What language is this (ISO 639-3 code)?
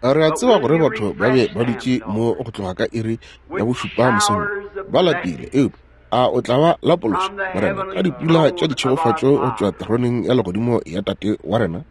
nso